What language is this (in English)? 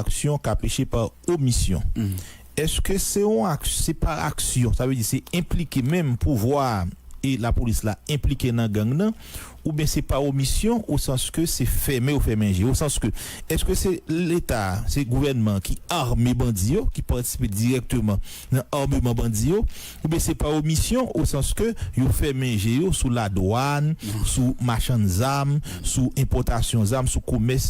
Haitian Creole